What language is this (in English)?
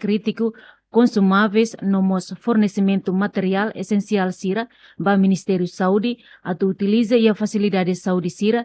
Tetum